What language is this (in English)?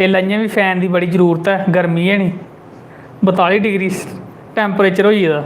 Dogri